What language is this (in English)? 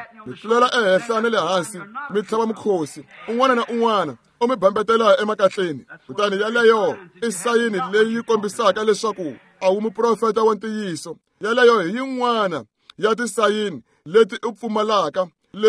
Tsonga